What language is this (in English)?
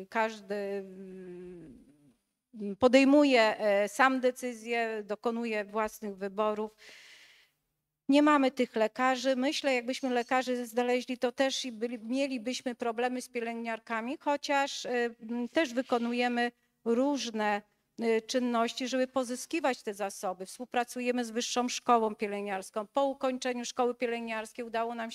Polish